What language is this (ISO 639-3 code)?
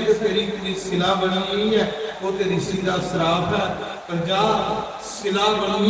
doi